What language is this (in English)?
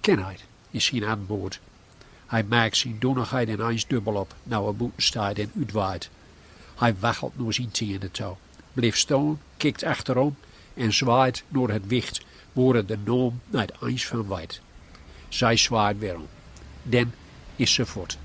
Gronings